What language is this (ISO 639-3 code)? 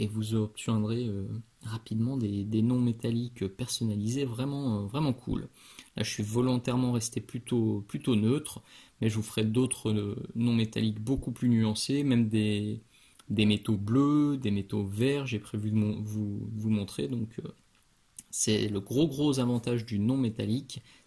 fra